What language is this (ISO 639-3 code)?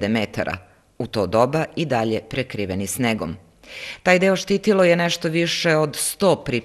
srp